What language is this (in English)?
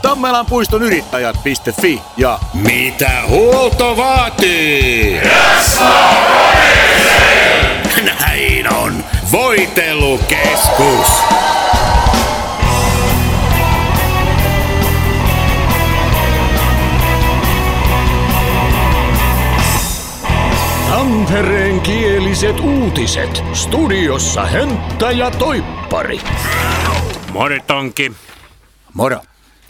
Finnish